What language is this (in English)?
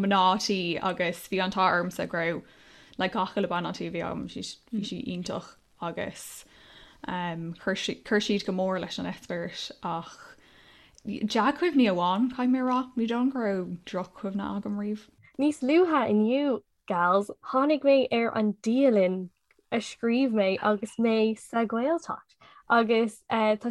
Irish